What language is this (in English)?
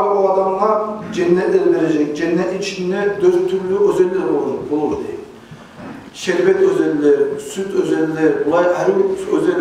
Kumyk